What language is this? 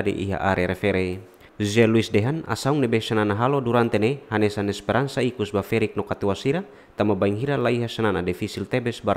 Tetum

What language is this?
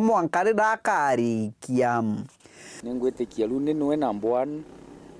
Meru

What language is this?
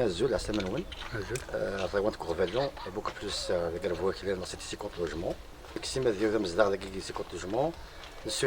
Kabyle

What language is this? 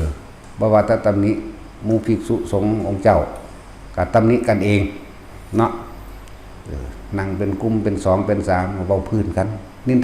Northeastern Thai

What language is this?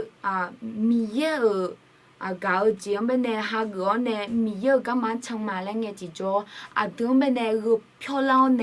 Akha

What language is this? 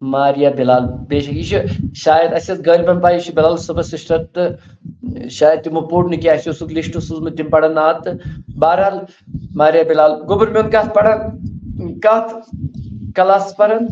Kashmiri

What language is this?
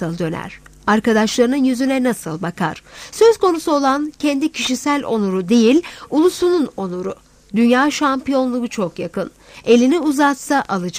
Turkish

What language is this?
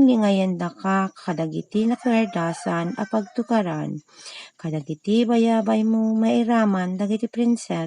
Iloko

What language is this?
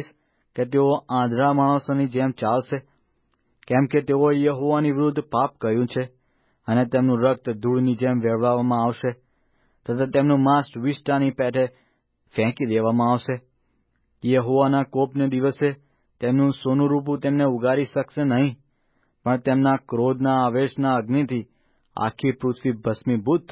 Gujarati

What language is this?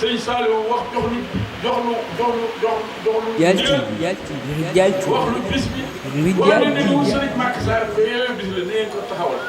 Wolof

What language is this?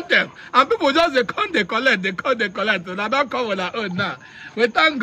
Nigerian Pidgin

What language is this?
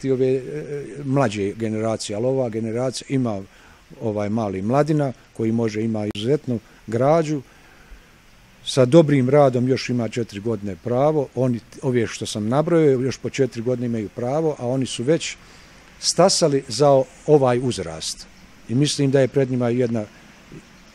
Bosnian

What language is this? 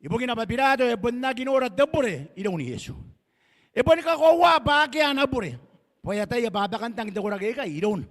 Gilbertese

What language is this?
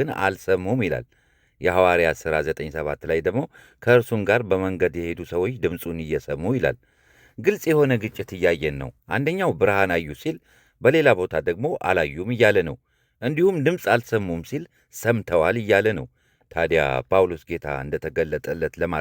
Amharic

